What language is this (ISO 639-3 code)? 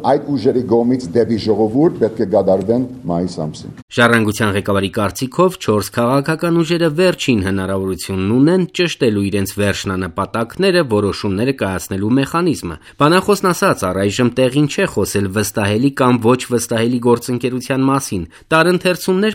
hye